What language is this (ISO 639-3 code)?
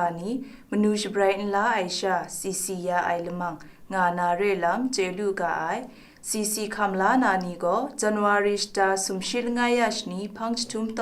kac